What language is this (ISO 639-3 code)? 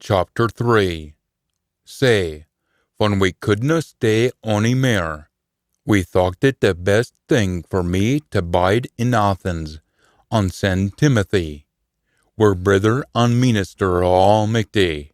sco